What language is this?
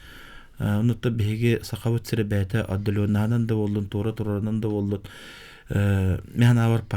Yakut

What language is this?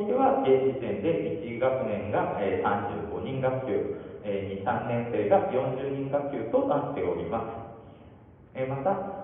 Japanese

